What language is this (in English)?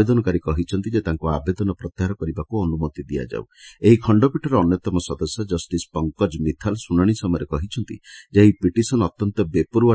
Odia